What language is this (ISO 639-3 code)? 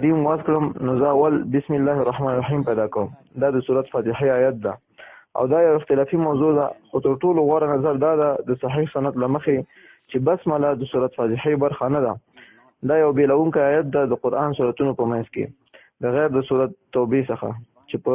pus